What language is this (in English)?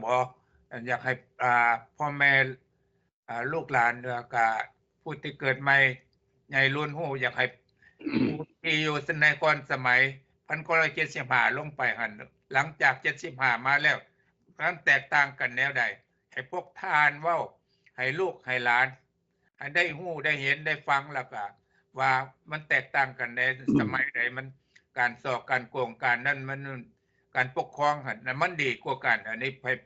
Lao